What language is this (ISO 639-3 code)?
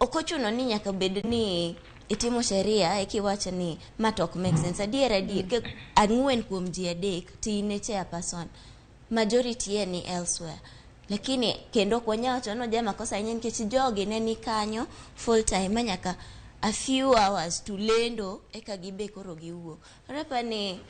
luo